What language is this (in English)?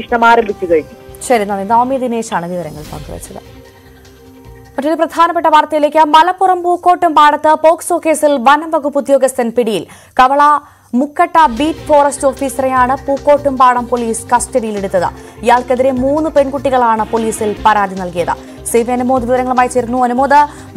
Malayalam